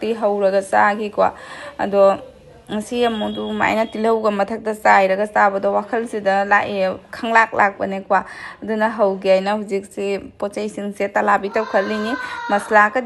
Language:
Manipuri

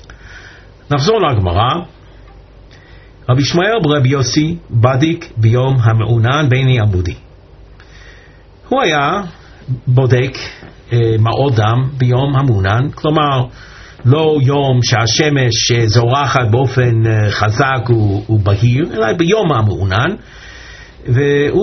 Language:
Hebrew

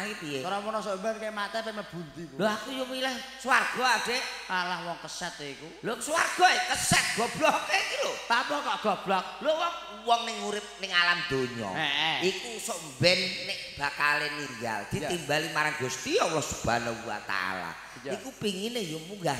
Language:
Javanese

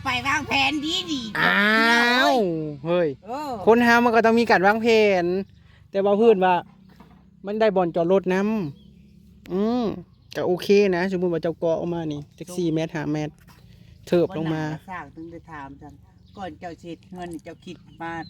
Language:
Northeastern Thai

